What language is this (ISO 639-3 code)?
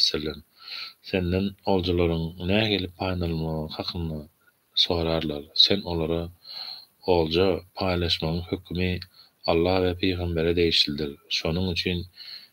tuk